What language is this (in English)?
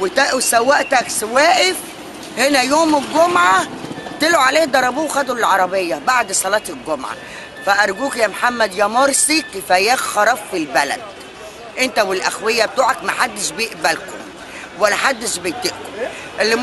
Egyptian Arabic